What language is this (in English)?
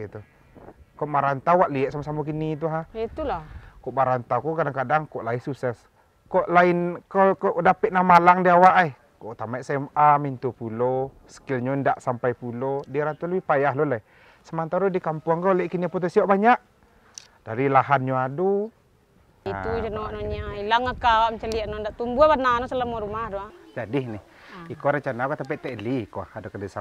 Minangkabau